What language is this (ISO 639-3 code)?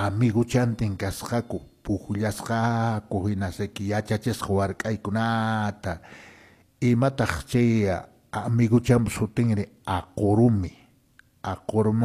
que